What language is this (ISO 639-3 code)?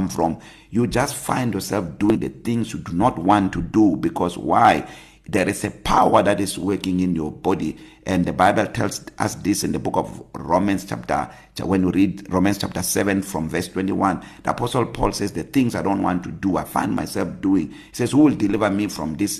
eng